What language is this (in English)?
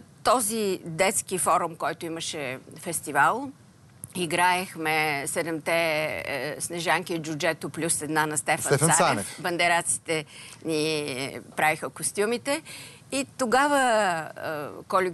Bulgarian